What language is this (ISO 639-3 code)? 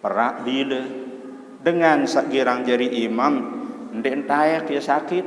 sas